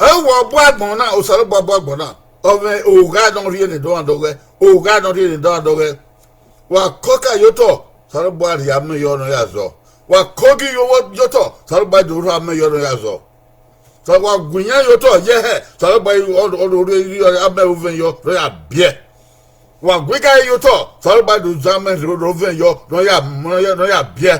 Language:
Bini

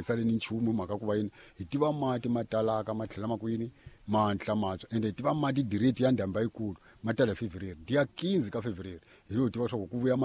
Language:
Tsonga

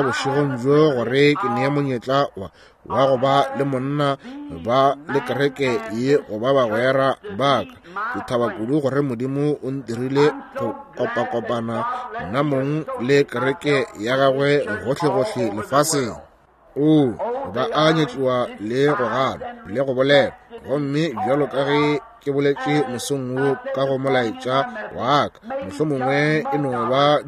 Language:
Northern Sotho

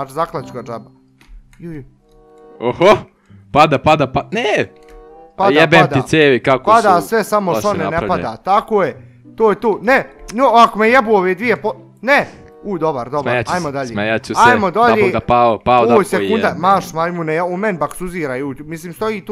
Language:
Bosnian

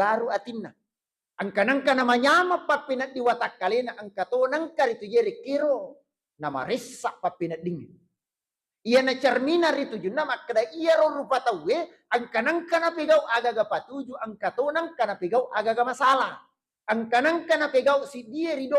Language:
Buginese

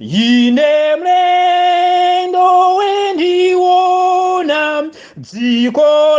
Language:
Nyanja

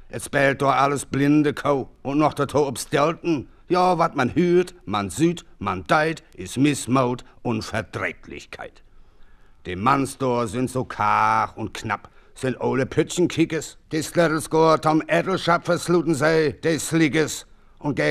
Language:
German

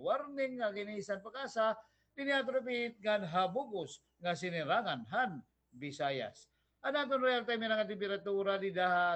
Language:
Waray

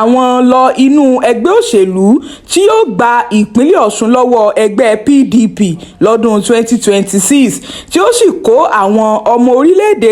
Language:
Yoruba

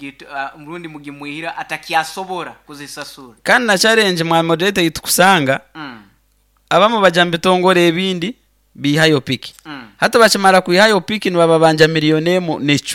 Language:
Nyoro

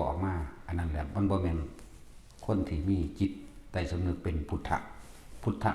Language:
Northeastern Thai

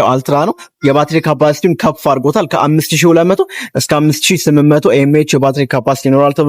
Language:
Amharic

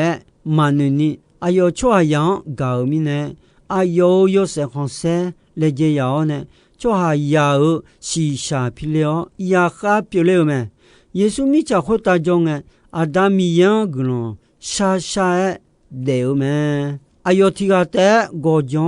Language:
Akha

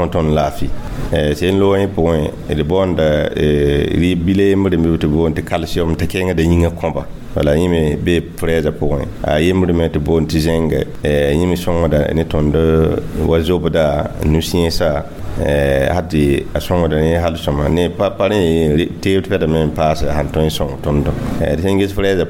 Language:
Mossi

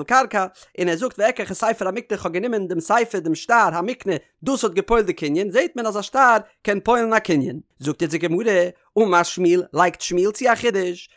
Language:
Yiddish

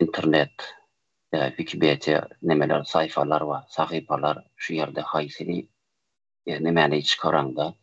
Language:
Turkmen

